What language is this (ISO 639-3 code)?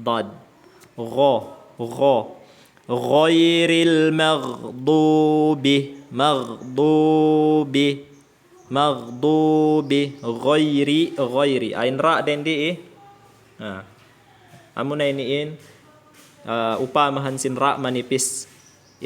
tsg